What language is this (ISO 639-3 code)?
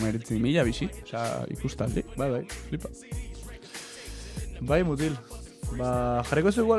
eus